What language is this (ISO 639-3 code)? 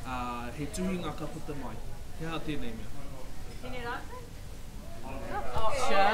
mri